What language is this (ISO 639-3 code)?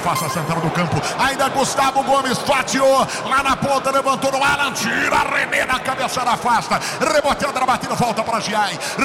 por